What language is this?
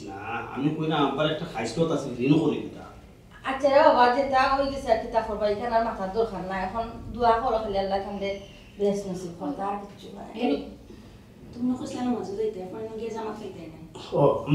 Sylheti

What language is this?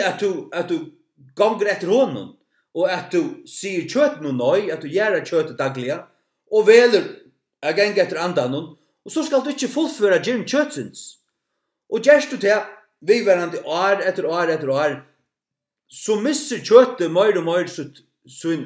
Faroese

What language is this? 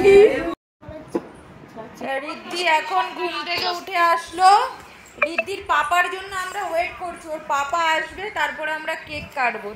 Bangla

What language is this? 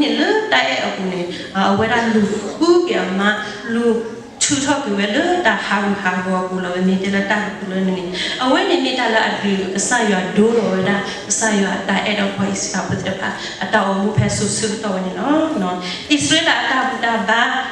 S'gaw Karen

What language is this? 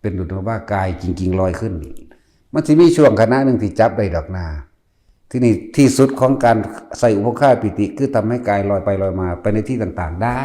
Northeastern Thai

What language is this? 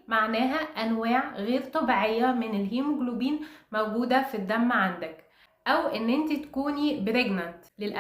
Egyptian Arabic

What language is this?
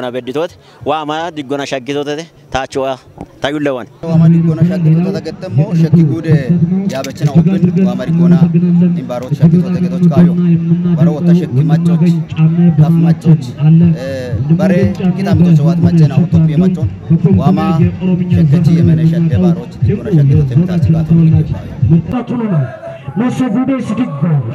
Kafa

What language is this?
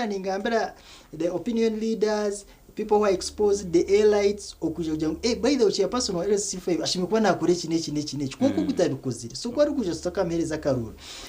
Nyankole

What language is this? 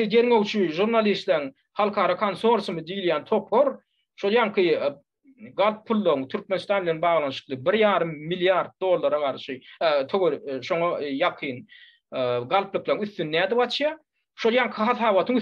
Turkmen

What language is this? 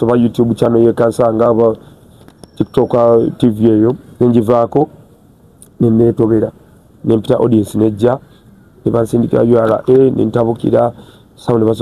Ganda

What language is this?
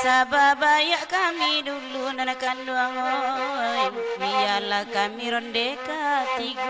Minangkabau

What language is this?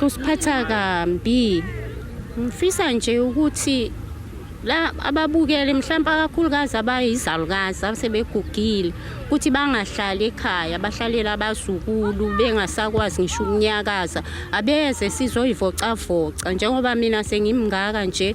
Zulu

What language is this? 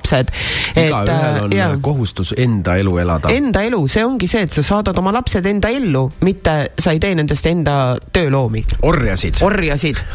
Estonian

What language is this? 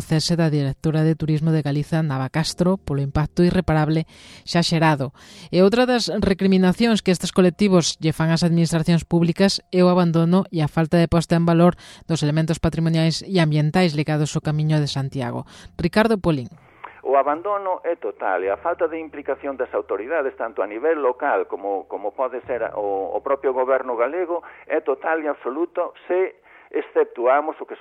Galician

